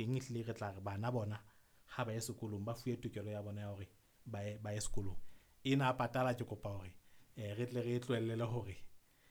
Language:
Southern Sotho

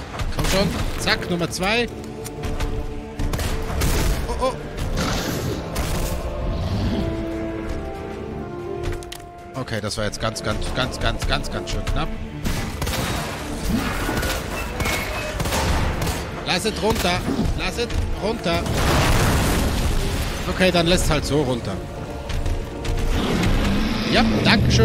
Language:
German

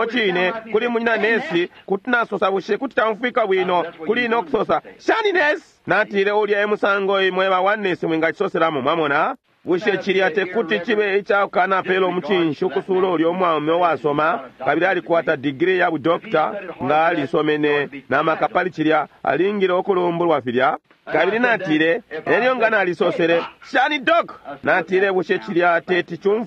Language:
Bemba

